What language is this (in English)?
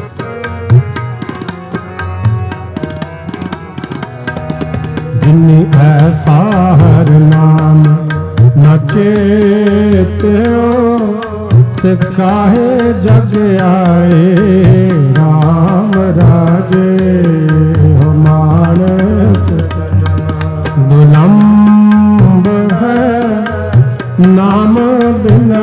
Punjabi